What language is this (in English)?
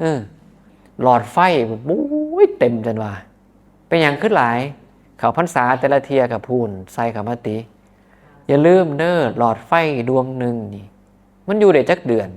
Northeastern Thai